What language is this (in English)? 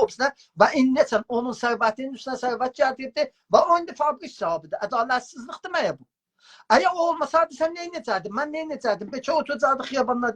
South Azerbaijani